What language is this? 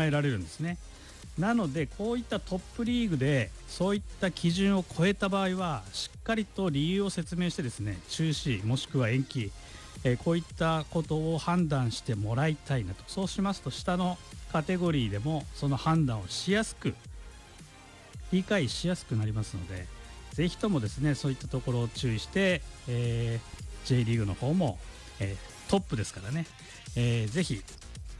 Japanese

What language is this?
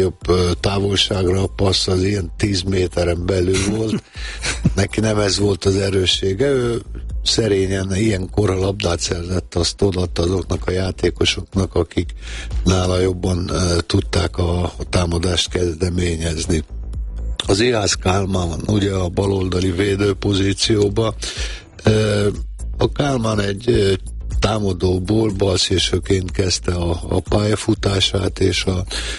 Hungarian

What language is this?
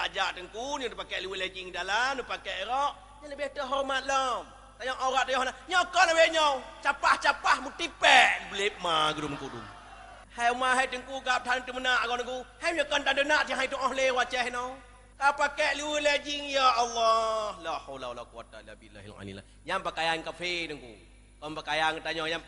Achinese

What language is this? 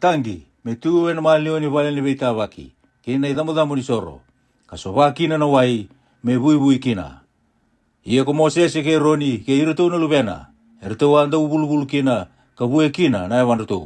Fijian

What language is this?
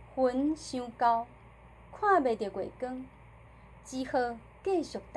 Min Nan Chinese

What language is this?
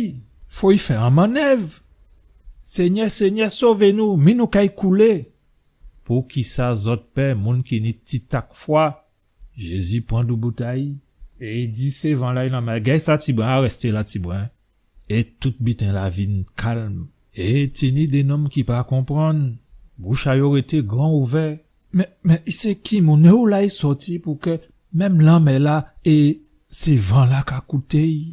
Guadeloupean Creole French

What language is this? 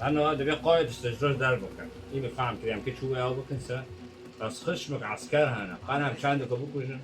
Kurdish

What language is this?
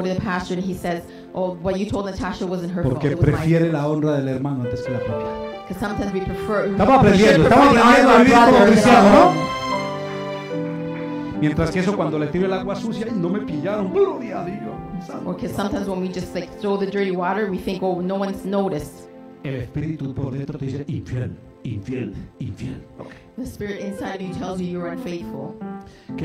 Spanish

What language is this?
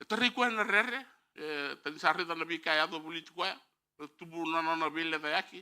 Fijian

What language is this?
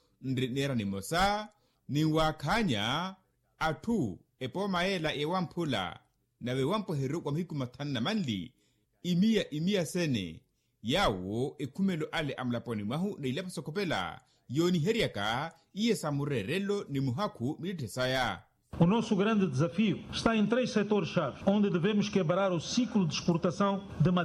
Makhuwa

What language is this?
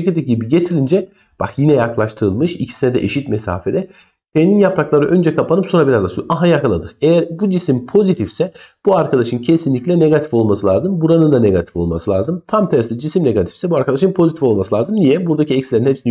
Turkish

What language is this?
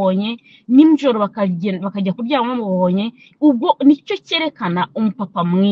Kinyarwanda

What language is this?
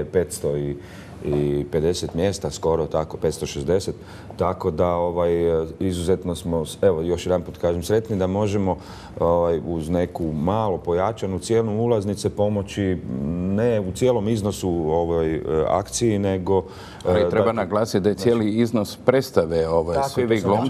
Croatian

